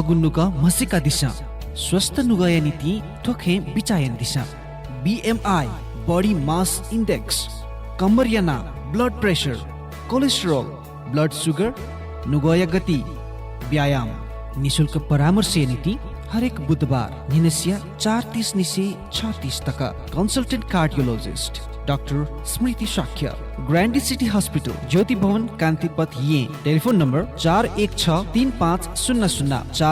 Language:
Newari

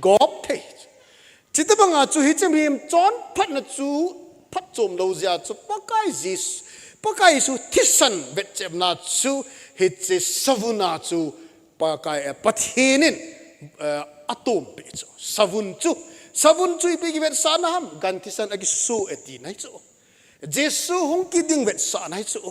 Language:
Thado Chin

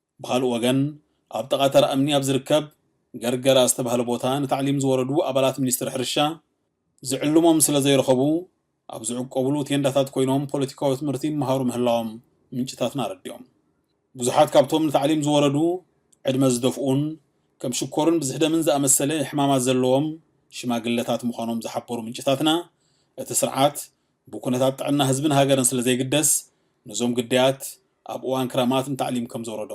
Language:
Tigrinya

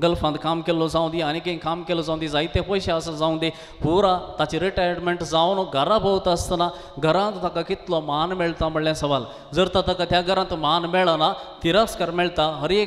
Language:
Konkani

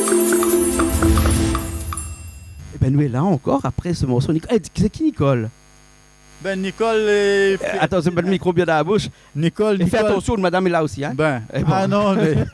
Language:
Réunion Creole French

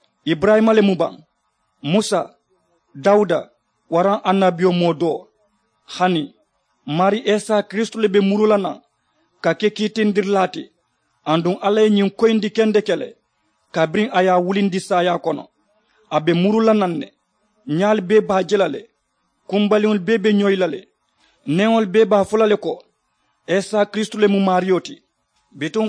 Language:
Mandingo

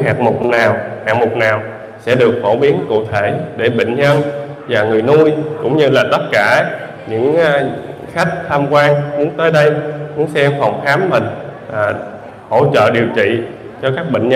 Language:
Vietnamese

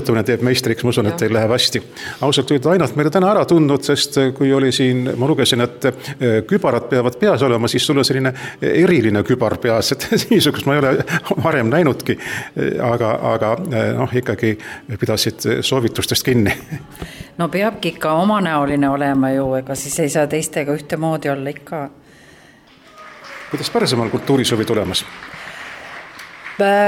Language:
Estonian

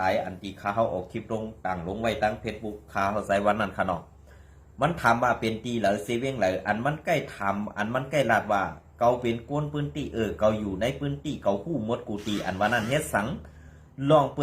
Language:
Shan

